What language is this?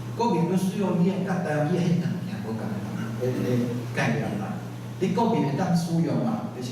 Min Nan Chinese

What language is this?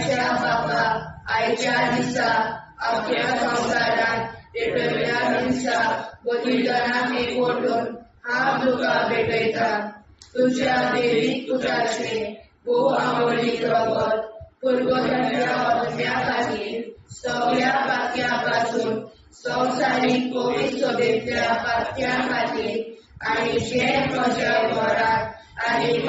Konkani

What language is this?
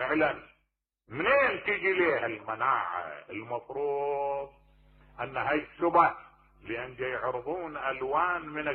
Mesopotamian Arabic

